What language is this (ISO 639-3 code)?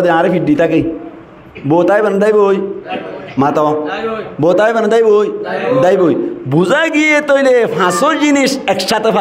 rhg